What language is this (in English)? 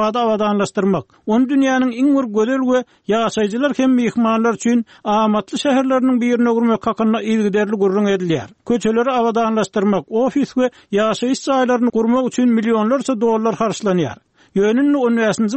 Turkmen